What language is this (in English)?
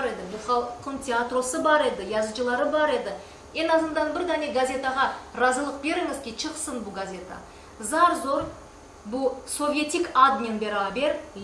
Crimean Tatar